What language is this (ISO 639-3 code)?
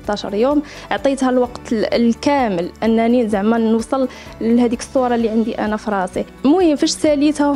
ary